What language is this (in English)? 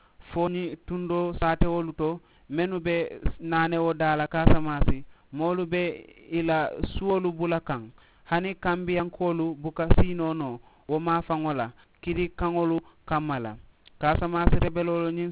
Mandingo